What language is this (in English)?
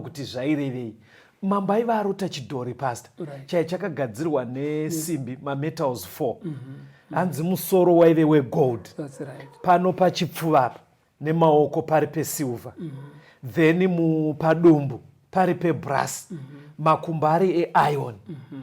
Shona